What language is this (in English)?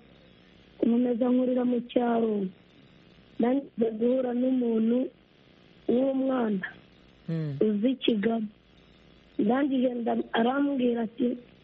Kinyarwanda